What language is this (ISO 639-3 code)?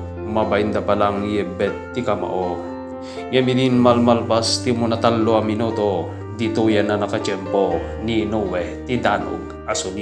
ilo